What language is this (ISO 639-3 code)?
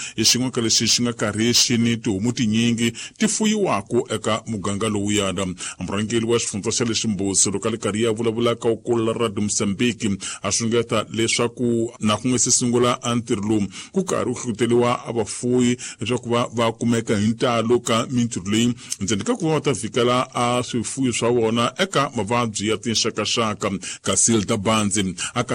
tso